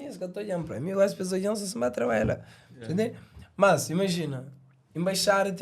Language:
Kabuverdianu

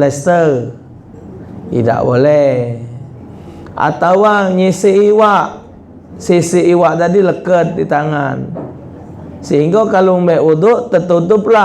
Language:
Musi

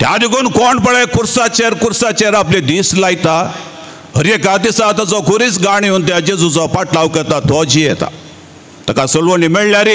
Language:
Konkani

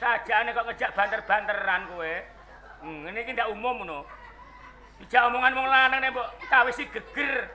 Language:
Javanese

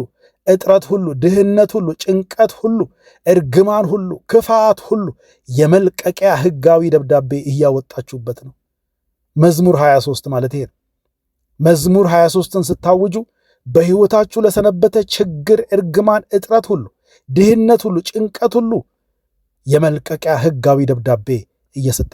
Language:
Amharic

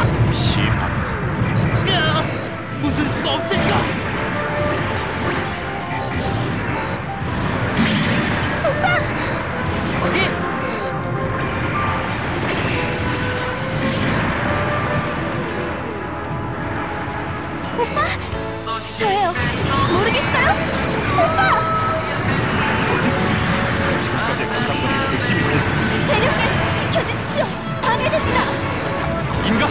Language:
Korean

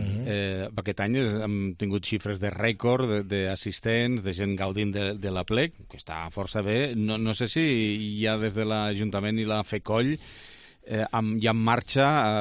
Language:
Catalan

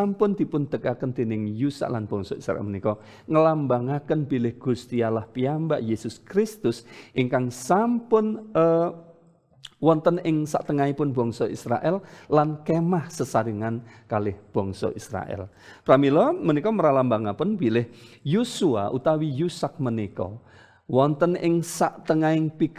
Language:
Javanese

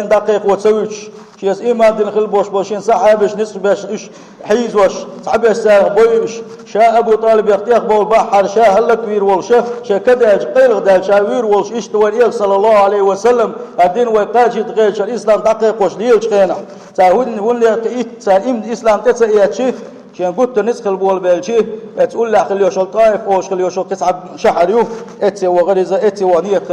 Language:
Chechen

